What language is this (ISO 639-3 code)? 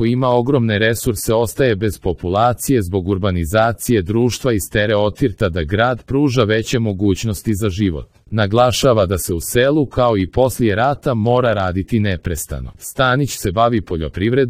srp